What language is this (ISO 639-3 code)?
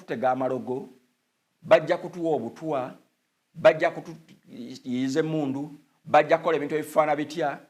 lug